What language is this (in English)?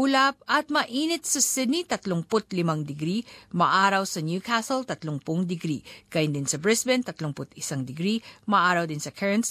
Filipino